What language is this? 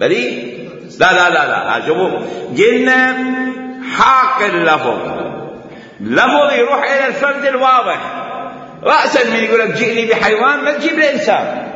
Mesopotamian Arabic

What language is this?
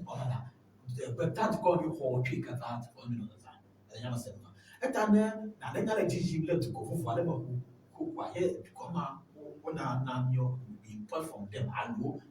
Ewe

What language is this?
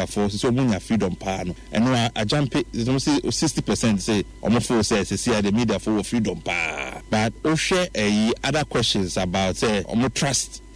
Akan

